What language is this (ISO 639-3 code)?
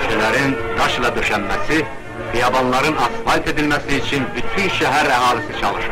azb